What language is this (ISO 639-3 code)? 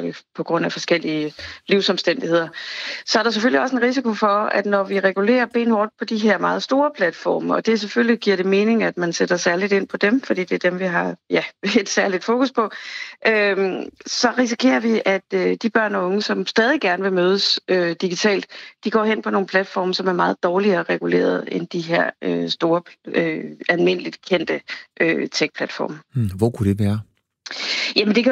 dan